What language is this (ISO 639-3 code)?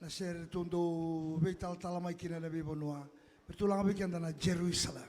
fij